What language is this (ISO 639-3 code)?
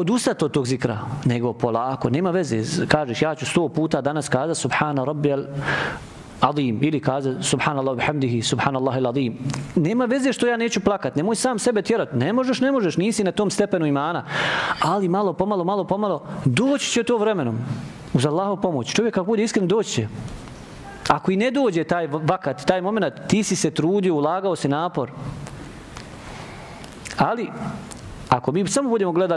bos